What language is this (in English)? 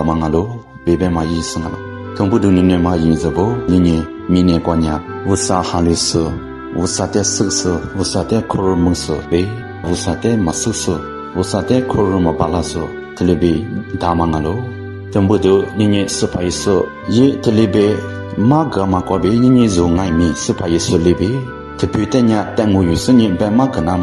Lisu